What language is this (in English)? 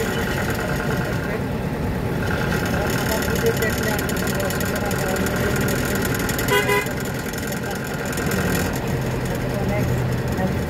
Bangla